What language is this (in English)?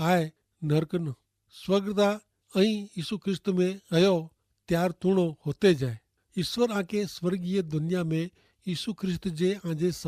Kachhi